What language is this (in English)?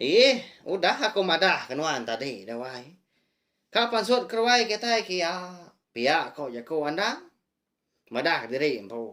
Iban